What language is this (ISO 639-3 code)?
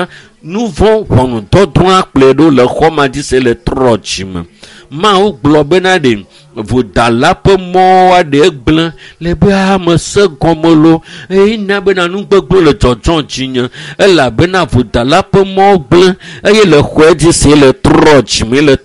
ewe